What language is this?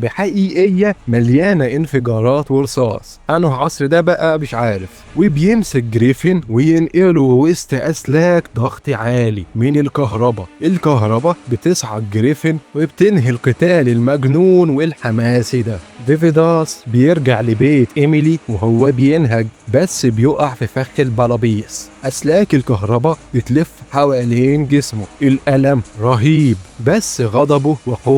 Egyptian Arabic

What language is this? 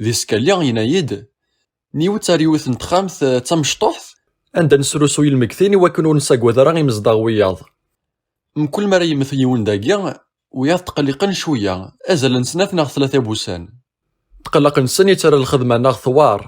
Kabyle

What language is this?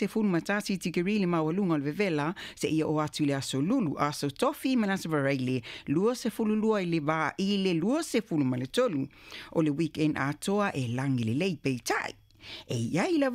Samoan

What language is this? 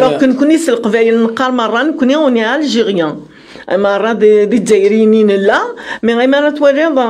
Kabyle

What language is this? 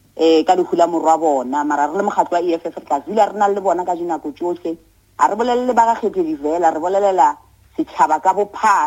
Northern Sotho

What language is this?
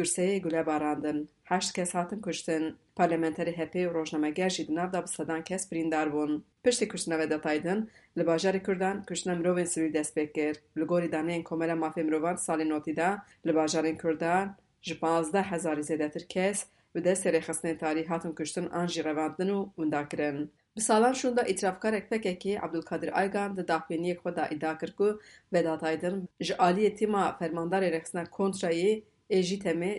Kurdish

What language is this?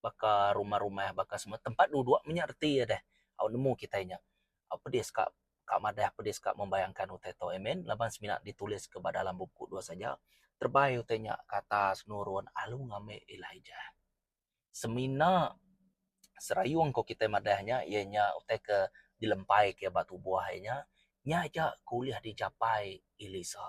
Iban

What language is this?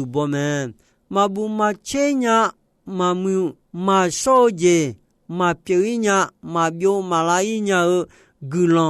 Akha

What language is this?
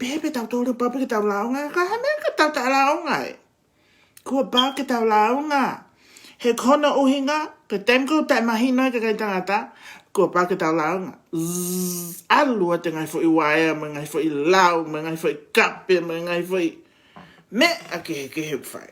Tongan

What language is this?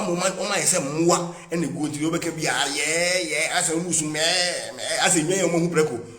Akan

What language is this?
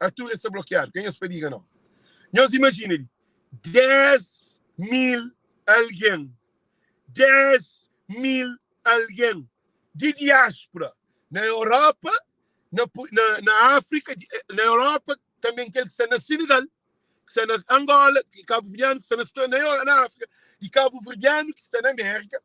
Kabuverdianu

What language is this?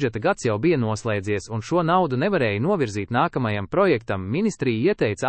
Latvian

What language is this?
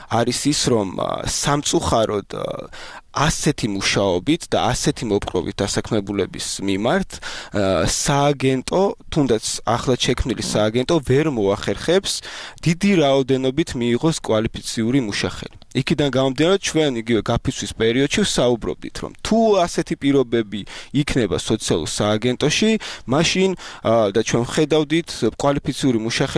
Georgian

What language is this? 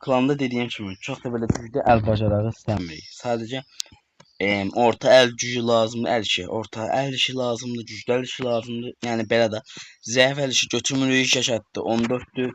Azerbaijani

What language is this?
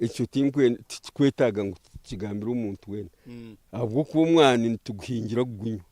Nyankole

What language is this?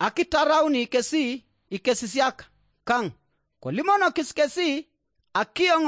Teso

